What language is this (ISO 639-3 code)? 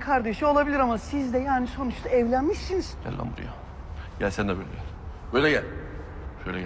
tur